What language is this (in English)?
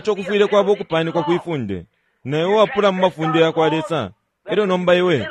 Bemba